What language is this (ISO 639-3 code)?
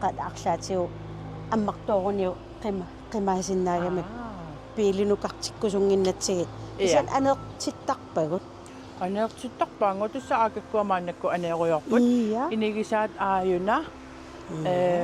kal